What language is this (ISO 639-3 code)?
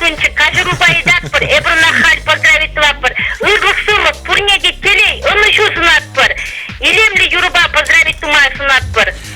chv